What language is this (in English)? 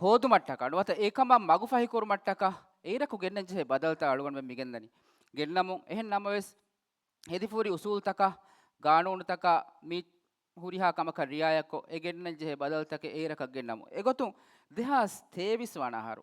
Divehi